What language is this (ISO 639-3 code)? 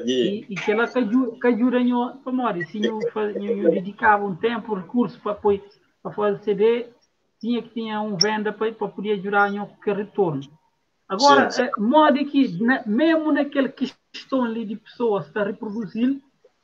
kea